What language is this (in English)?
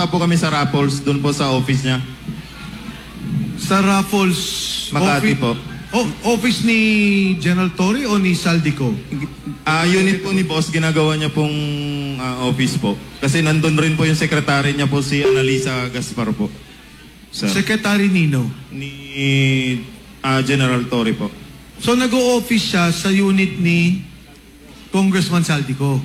Filipino